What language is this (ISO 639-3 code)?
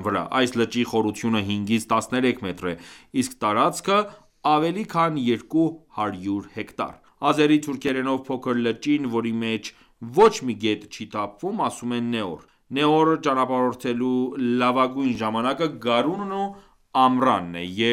hye